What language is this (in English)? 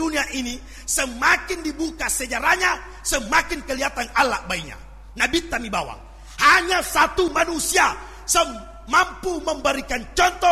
Buginese